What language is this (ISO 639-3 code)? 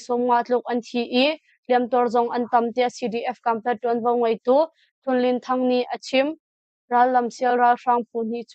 cnh